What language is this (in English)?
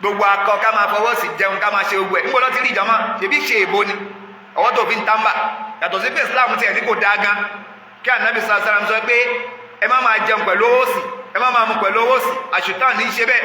Yoruba